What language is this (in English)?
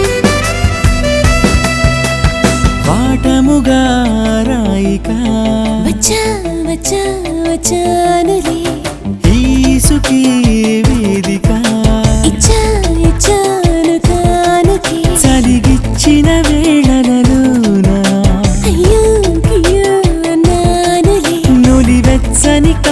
Telugu